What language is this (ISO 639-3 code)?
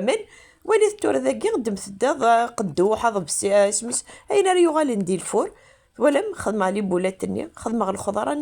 kab